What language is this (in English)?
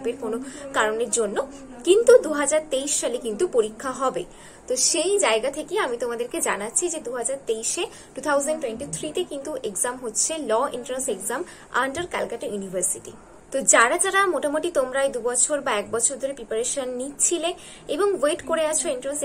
Bangla